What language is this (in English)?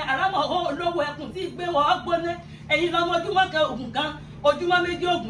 Yoruba